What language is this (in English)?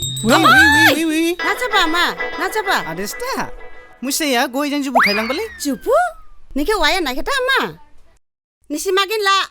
Dimasa